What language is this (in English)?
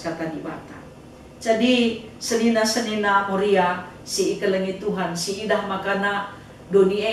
Batak Karo